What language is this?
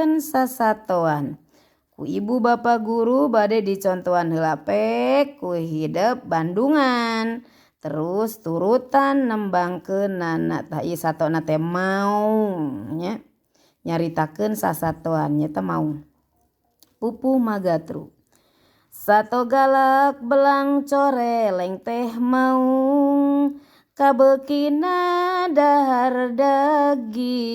Sundanese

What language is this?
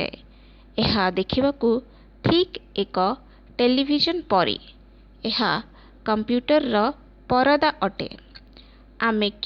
Odia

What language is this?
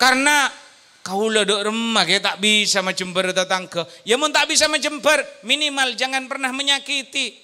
Madurese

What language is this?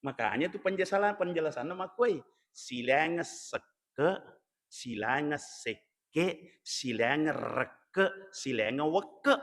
Buginese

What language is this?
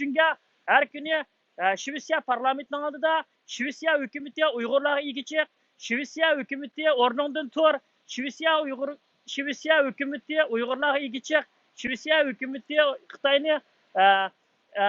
Uyghur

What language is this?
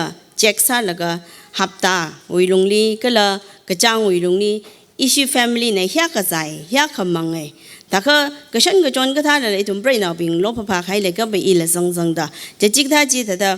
Tangkhul Naga (India)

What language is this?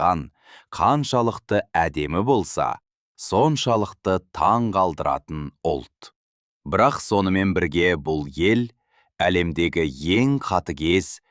Kazakh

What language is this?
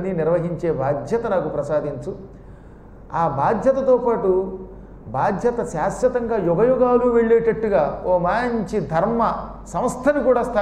Telugu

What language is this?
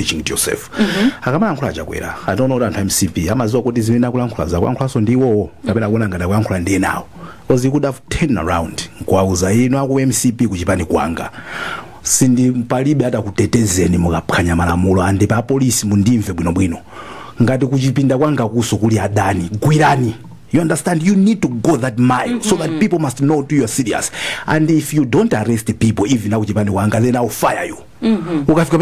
Nyanja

